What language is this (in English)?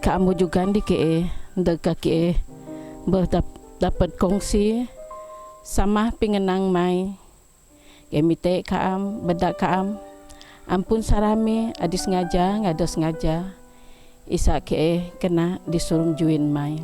Biatah Bidayuh